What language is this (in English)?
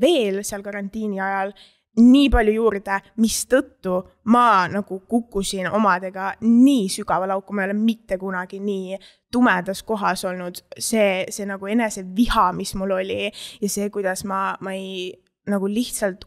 Estonian